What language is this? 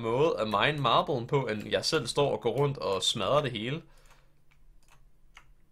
Danish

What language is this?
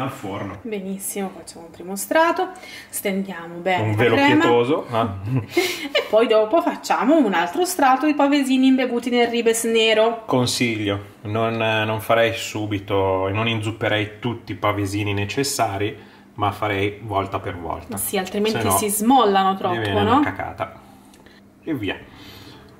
Italian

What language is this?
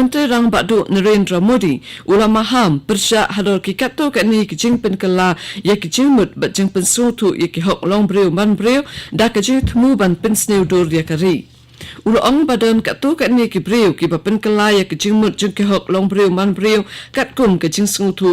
Khasi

